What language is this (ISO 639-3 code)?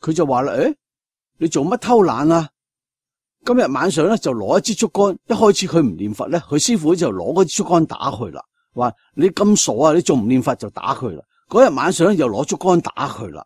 yue